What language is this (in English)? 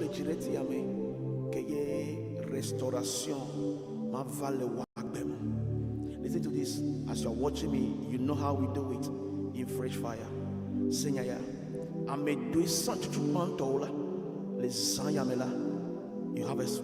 Ewe